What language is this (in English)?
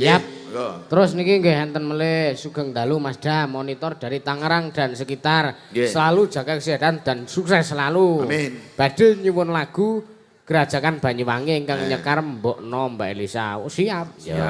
Javanese